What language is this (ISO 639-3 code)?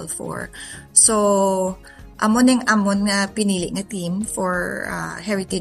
hil